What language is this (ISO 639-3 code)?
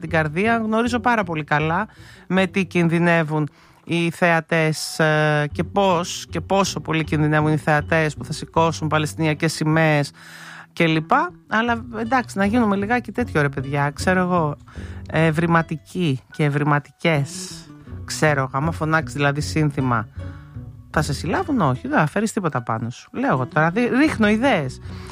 ell